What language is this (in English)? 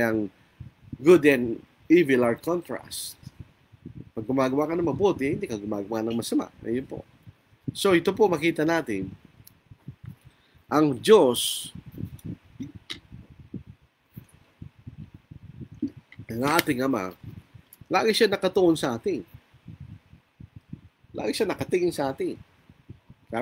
Filipino